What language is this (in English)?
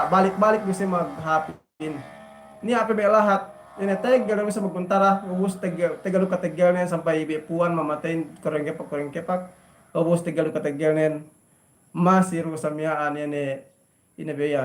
Yakan